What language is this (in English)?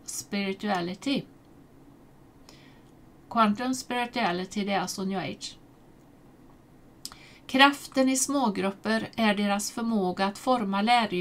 Swedish